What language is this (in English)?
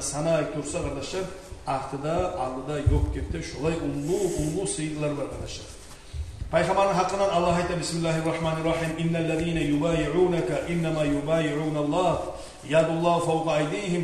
Kumyk